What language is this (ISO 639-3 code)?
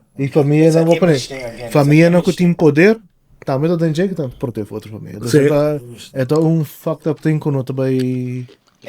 pap